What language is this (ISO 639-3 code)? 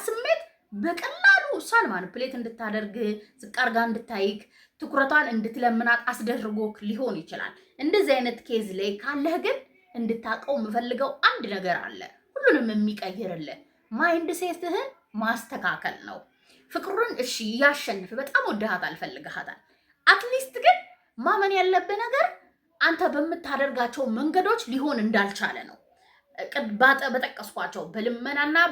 amh